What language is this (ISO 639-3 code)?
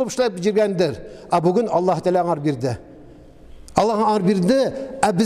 tat